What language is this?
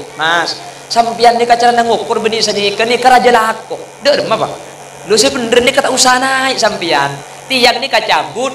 Madurese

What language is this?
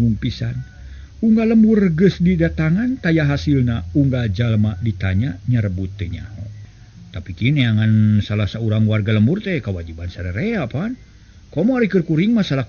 Sundanese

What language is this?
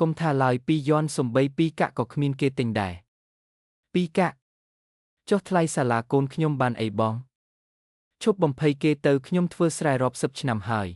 Khmer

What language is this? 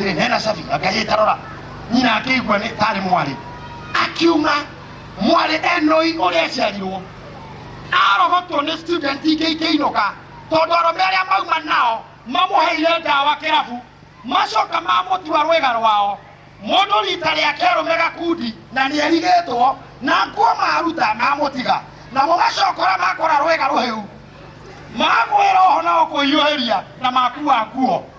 Kikuyu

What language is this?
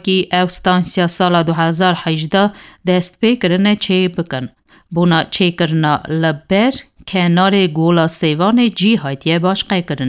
Kurdish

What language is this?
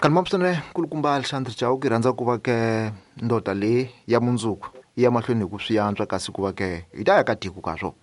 Tsonga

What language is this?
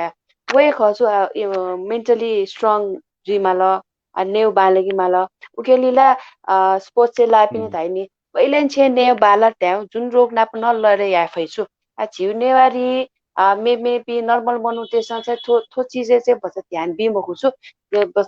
Newari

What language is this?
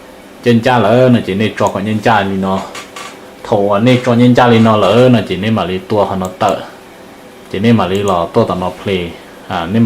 Hmong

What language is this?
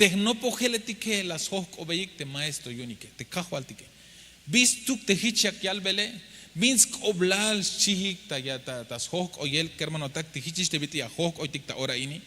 Tzeltal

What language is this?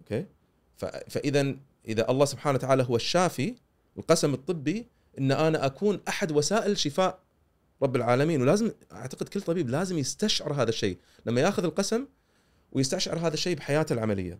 Gulf Arabic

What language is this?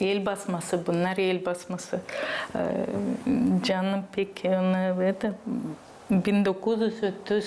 Gagauz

